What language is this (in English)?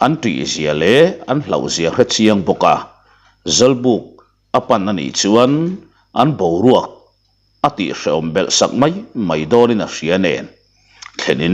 Mizo